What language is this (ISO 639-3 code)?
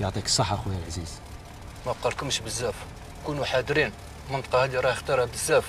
arq